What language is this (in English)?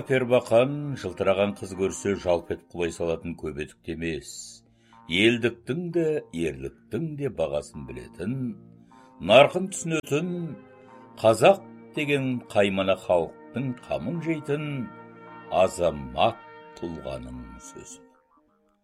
Kazakh